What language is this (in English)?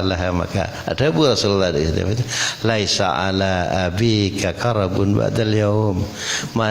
Madurese